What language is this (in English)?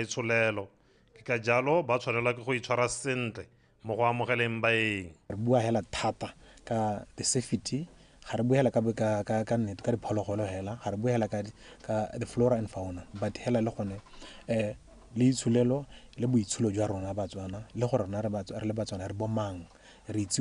Tswana